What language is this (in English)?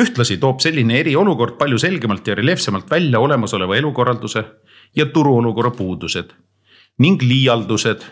Estonian